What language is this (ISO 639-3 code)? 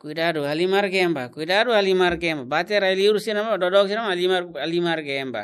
tet